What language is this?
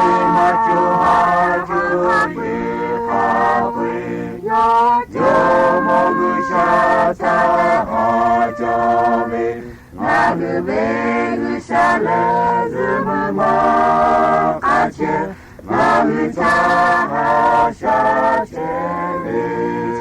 Lahu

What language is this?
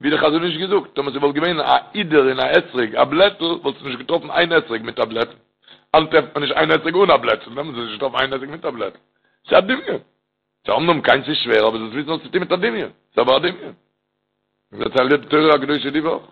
Yiddish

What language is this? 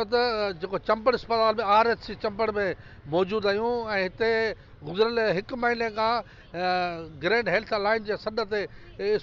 Sindhi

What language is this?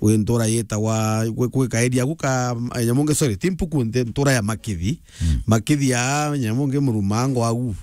Meru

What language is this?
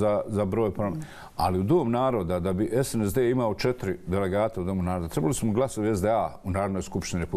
Bosnian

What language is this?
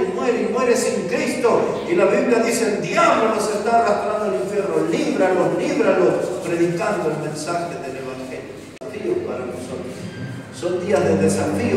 Spanish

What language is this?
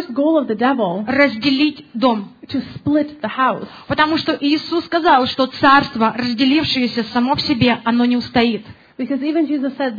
Russian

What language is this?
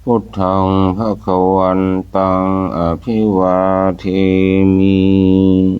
Pali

